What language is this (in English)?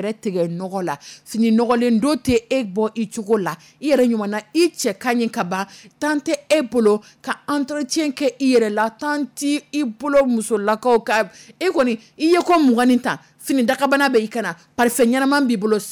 Dyula